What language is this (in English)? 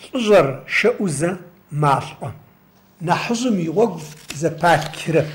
Adyghe